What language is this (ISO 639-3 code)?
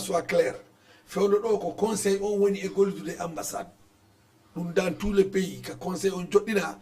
ful